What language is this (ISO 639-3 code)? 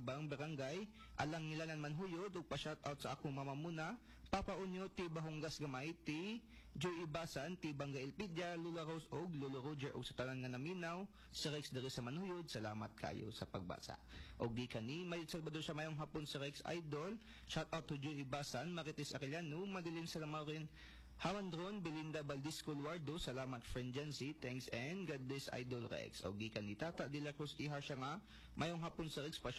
ceb